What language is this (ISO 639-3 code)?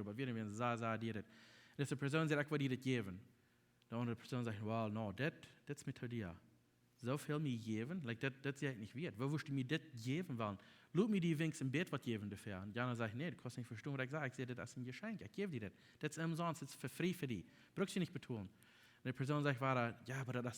pdt